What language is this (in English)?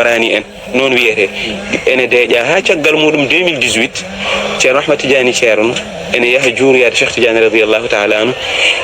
Fula